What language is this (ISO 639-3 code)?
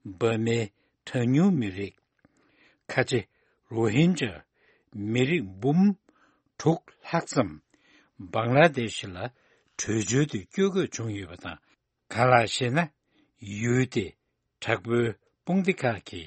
bod